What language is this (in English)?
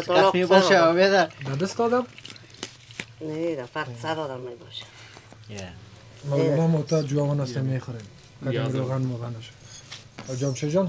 Persian